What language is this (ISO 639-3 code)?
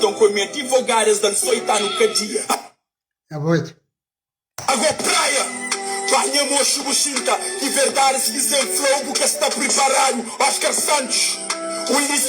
kea